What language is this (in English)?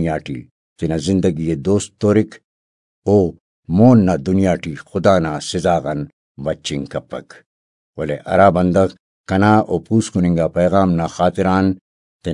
Brahui